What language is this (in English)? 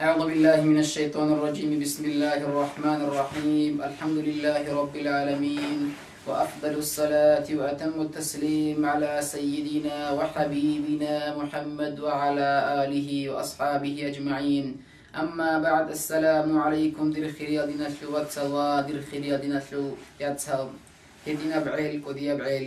Avaric